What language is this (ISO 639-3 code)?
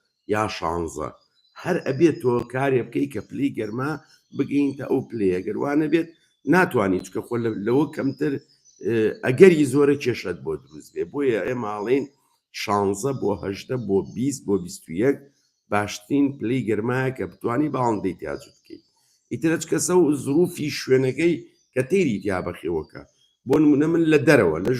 ckb